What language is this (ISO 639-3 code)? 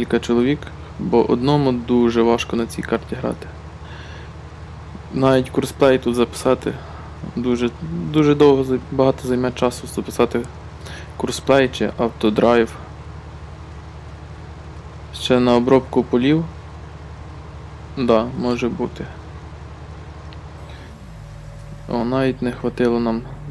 ukr